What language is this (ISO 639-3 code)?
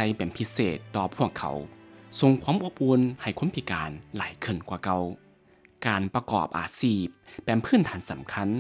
lao